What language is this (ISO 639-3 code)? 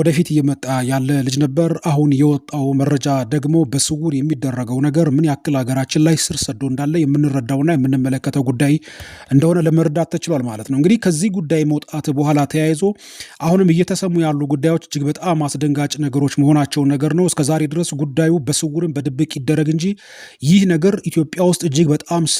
amh